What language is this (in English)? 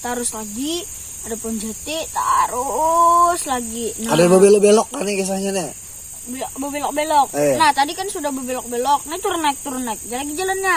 Banjar